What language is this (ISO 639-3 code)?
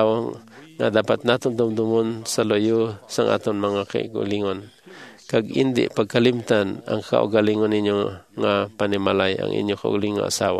hil